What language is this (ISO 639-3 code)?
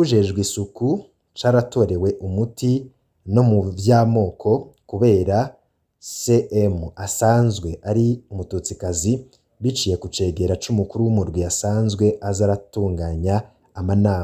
run